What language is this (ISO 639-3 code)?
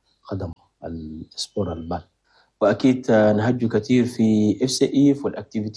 shu